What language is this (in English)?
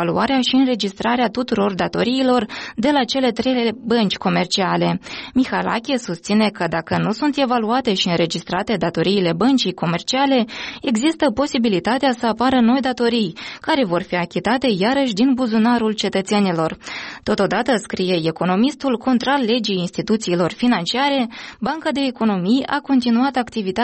Romanian